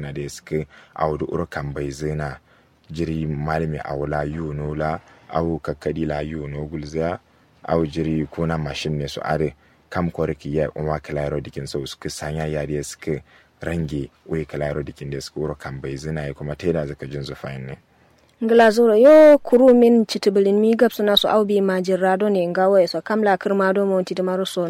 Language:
Kanuri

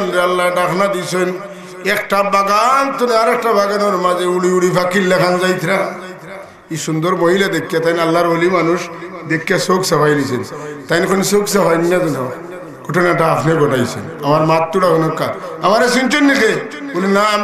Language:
Sylheti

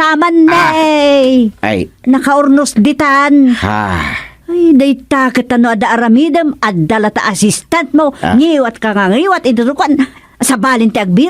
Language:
Iloko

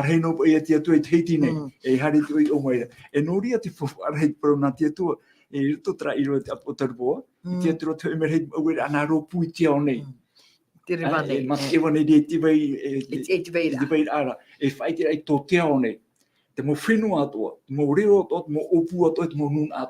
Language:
Tahitian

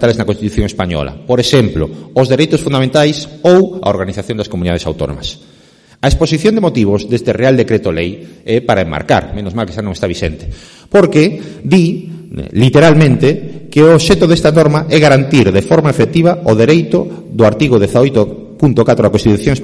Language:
Galician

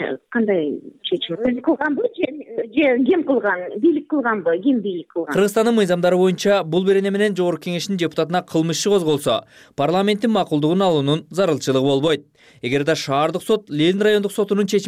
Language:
Kyrgyz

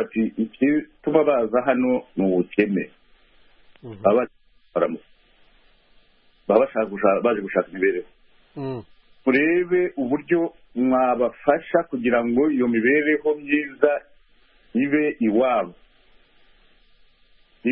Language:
Kinyarwanda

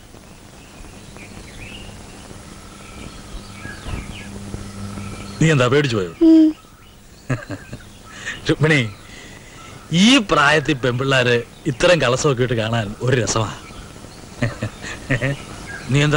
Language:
Malayalam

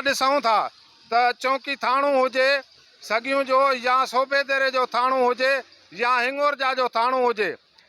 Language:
Sindhi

